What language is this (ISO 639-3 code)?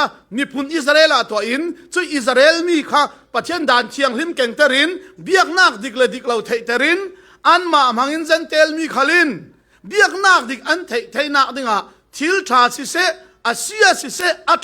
cfm